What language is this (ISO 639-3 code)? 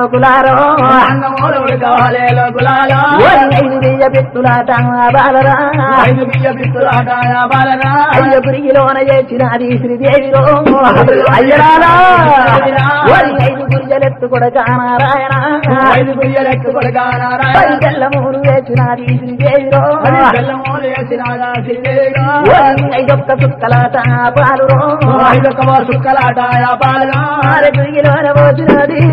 tel